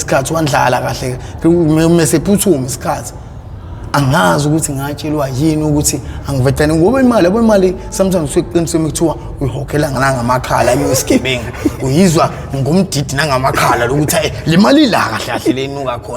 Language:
Zulu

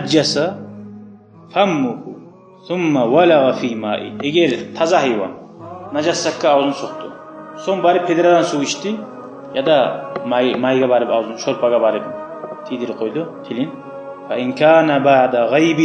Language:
Kumyk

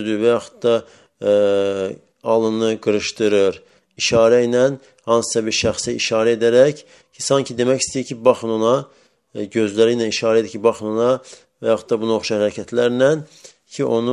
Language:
Azerbaijani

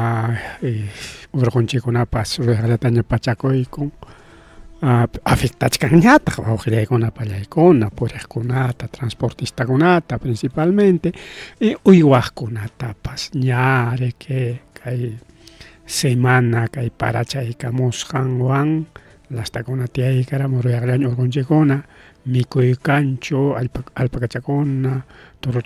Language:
Ayacucho Quechua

